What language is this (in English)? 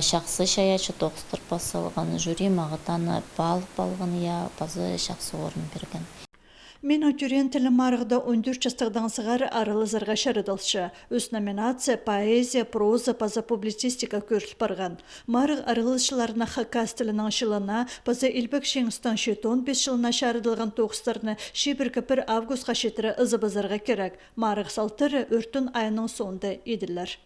Khakas